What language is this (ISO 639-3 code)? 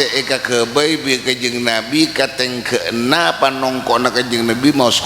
mad